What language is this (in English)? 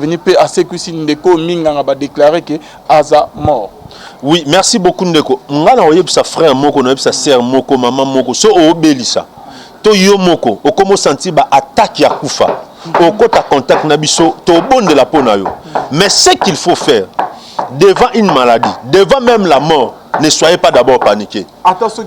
Lingala